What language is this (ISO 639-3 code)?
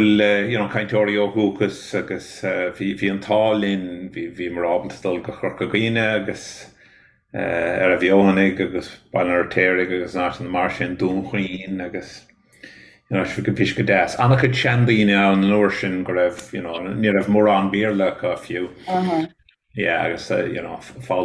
gle